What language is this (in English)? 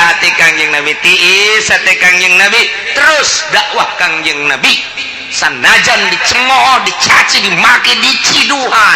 Sundanese